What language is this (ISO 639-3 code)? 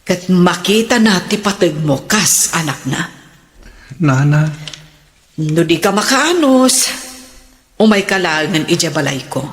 ilo